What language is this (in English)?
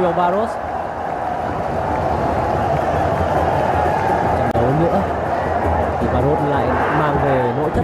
Vietnamese